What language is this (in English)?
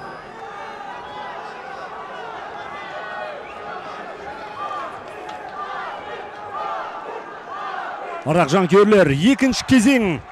Kazakh